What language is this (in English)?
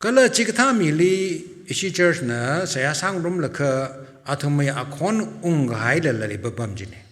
Tangkhul Naga (India)